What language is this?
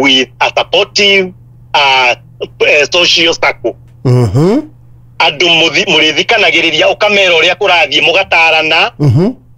Kikuyu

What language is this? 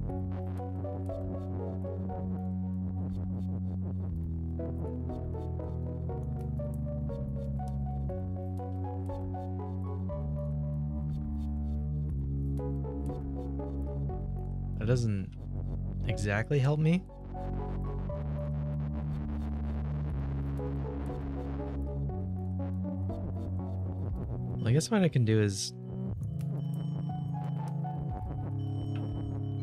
English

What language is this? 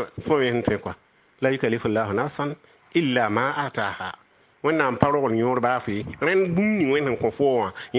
Mossi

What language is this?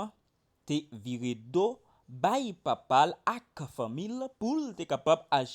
Haitian Creole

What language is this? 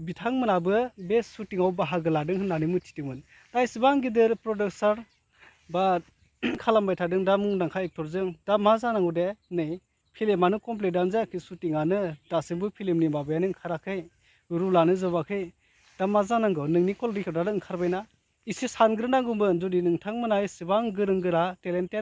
Bodo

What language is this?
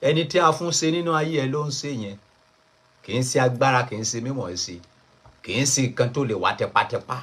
Yoruba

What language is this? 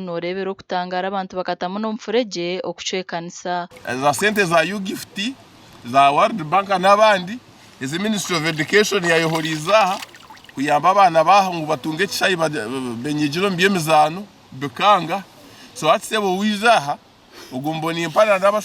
Nyankole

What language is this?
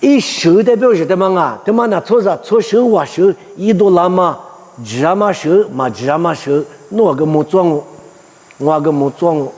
Lisu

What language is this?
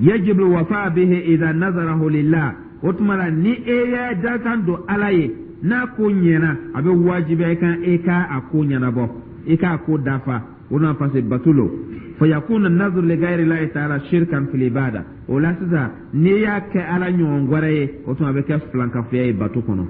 Dyula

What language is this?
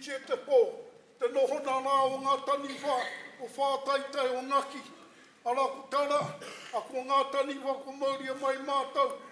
Māori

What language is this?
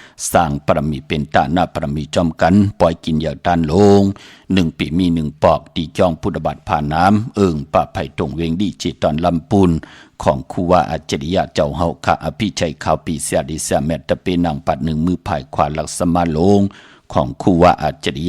Shan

